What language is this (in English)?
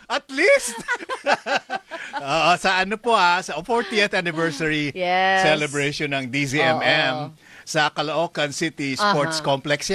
Filipino